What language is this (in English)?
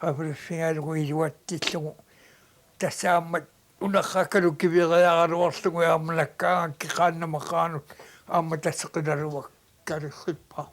Kalaallisut